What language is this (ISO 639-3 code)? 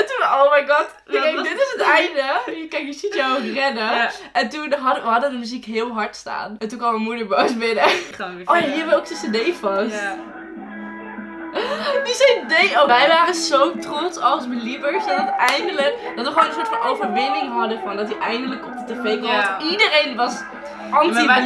nld